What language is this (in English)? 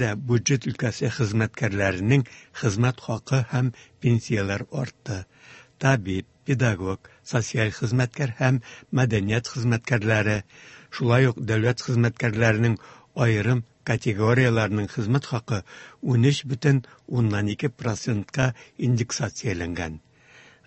Tatar